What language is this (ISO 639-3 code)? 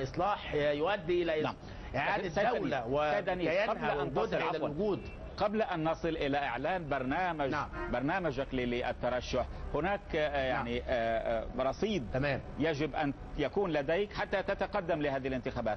ara